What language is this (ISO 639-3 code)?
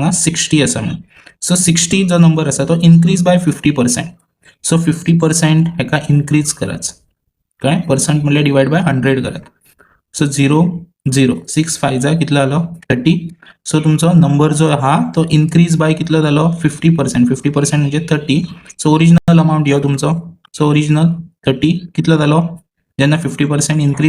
kok